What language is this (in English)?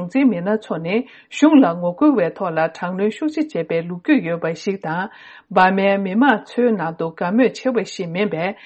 Tibetan